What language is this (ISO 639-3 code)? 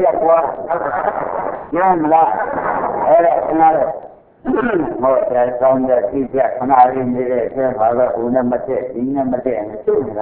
mya